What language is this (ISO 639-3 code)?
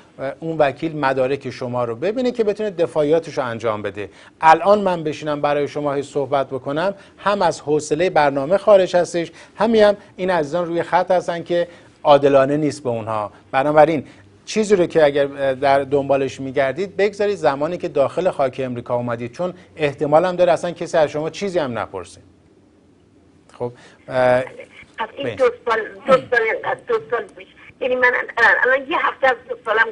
fas